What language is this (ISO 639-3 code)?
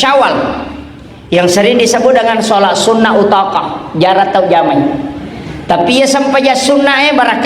bug